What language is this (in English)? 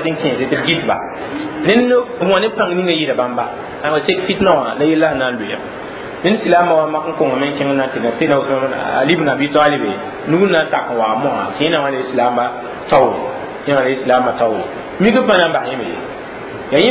Mossi